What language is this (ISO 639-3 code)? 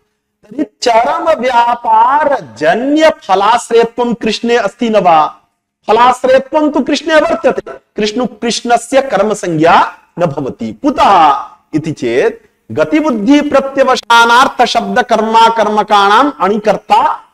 san